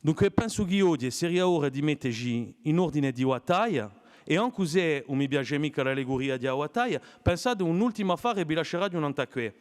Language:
Corsican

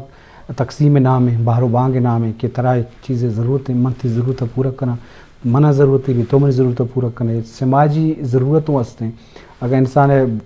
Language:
Eastern Balochi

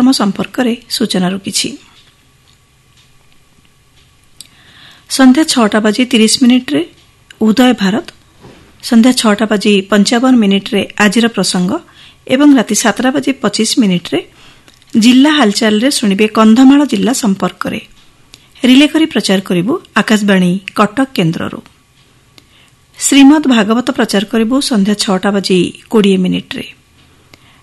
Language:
Odia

